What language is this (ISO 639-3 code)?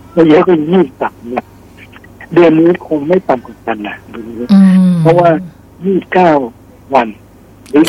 tha